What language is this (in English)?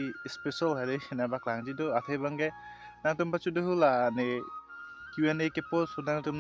Karbi